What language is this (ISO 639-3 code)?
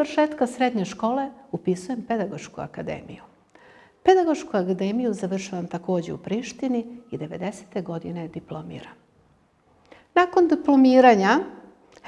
srp